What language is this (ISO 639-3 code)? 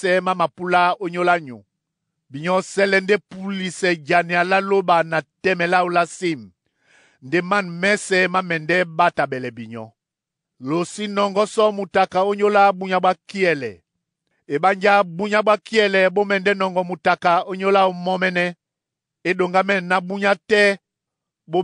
dua